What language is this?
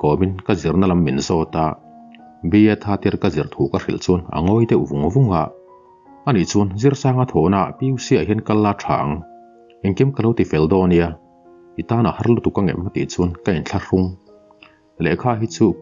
Mizo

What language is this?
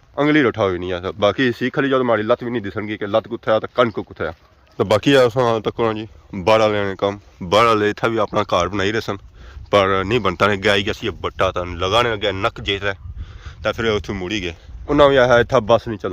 Pahari-Potwari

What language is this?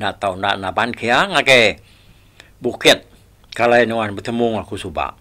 Iban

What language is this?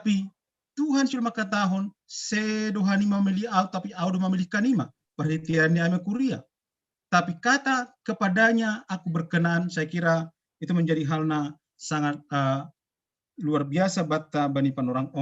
Batak Simalungun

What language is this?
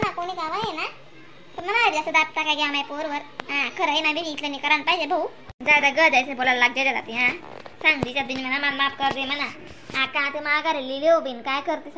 Khandesi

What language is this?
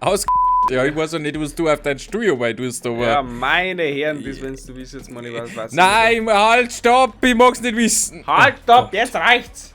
Bavarian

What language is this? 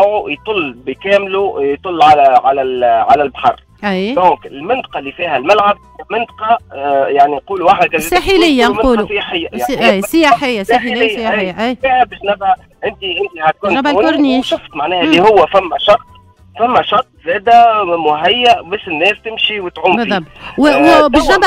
Tunisian Arabic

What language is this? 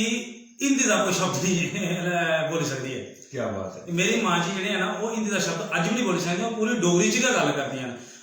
Dogri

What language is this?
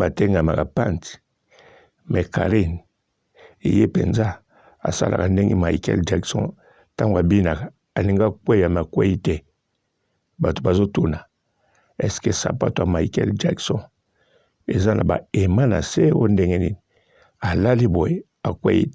Lingala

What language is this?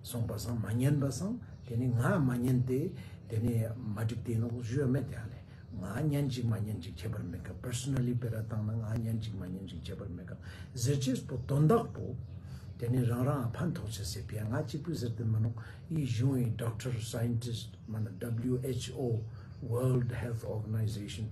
Ladakhi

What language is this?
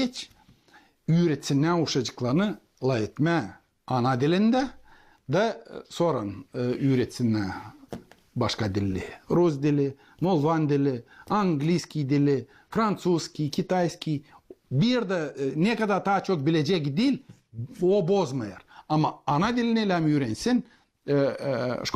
Gagauz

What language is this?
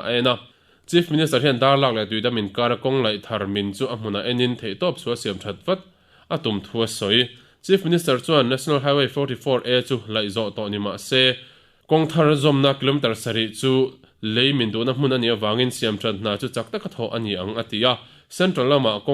Mizo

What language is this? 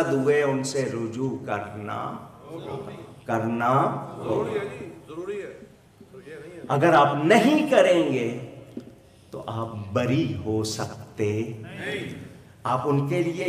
Urdu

